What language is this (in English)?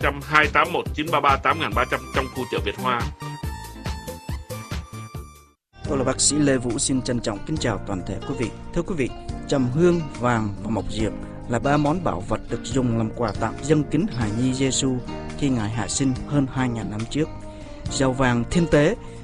Vietnamese